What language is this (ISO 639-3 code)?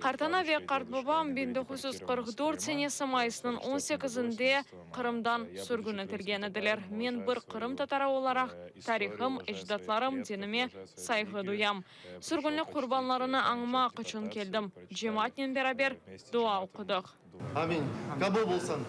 crh